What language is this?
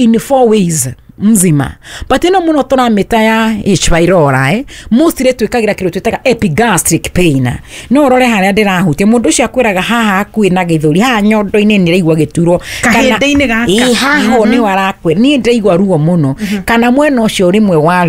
Kikuyu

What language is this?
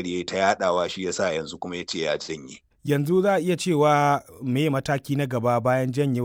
Hausa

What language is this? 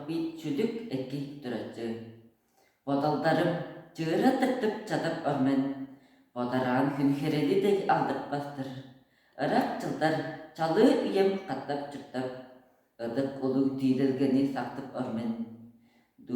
Tuvinian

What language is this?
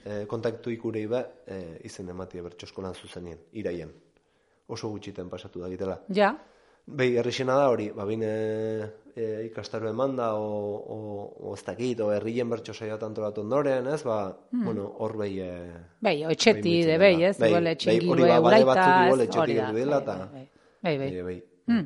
Basque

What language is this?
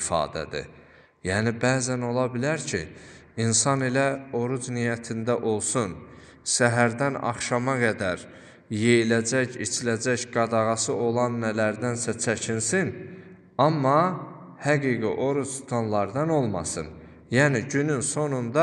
Azerbaijani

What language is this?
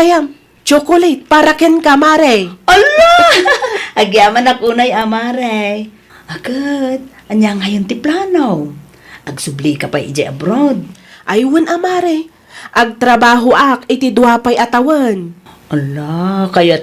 Iloko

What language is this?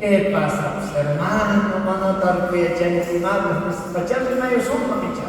South Bolivian Quechua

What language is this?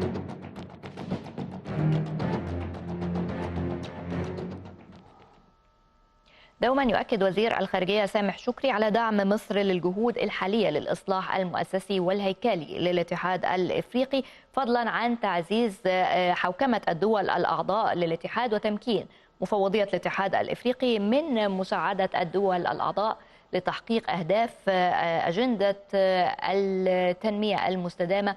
Arabic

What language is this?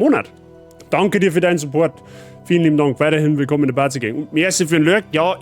Bavarian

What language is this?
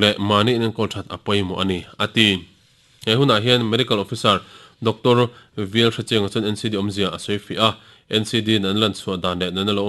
Mizo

